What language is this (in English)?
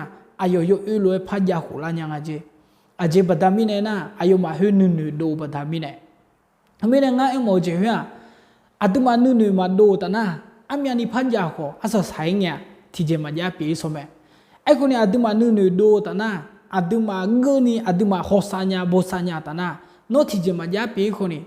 Akha